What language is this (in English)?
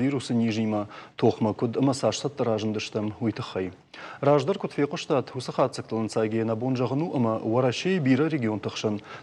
Ossetic